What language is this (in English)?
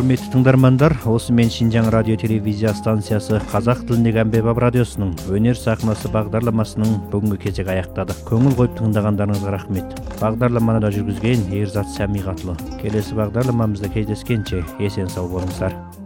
Kazakh